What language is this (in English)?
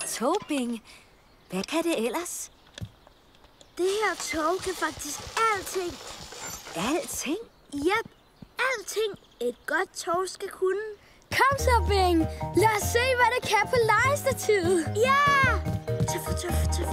Danish